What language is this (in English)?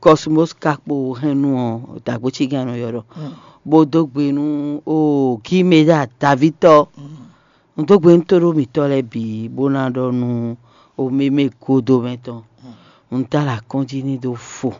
Fon